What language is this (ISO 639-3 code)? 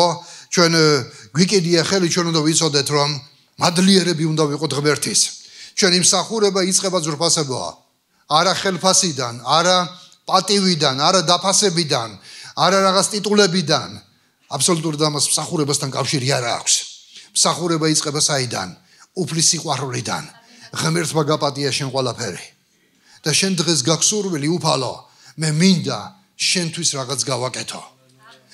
kat